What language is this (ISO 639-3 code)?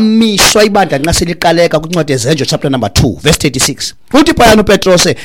xho